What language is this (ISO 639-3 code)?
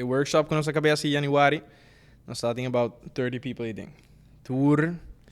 pap